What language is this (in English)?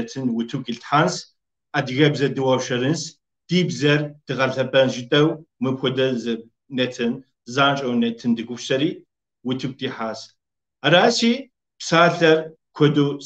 Kabardian